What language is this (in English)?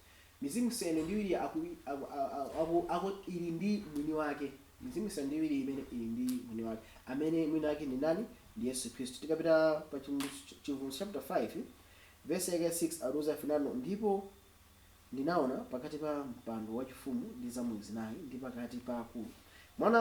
Nyanja